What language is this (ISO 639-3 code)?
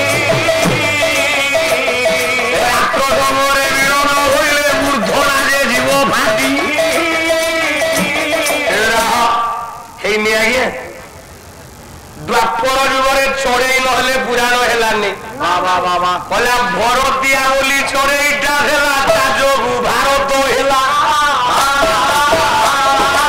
ori